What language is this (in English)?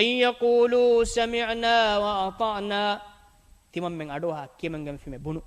Divehi